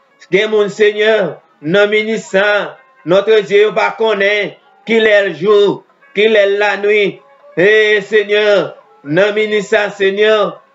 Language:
Haitian Creole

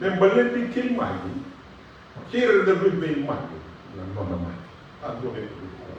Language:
Fijian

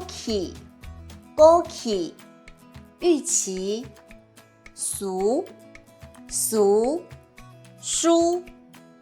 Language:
Hakka Chinese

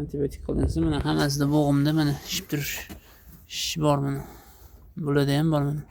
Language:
Uzbek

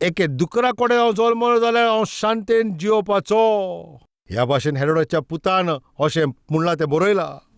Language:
Konkani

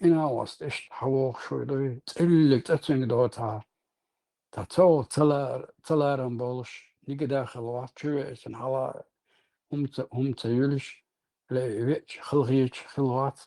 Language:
Chechen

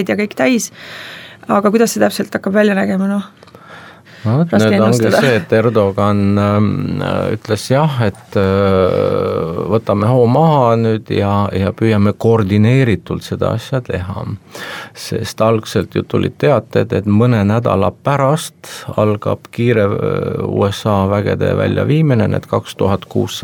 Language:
Estonian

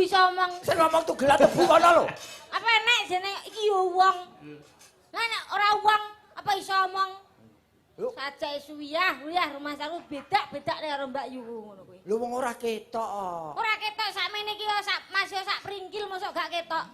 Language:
Javanese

